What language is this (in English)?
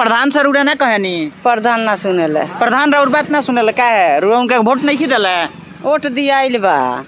Bhojpuri